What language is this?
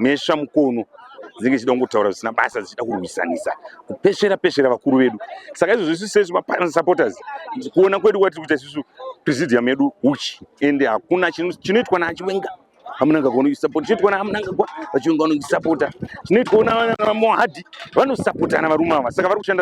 Shona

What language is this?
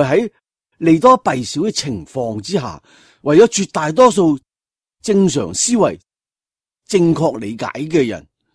Cantonese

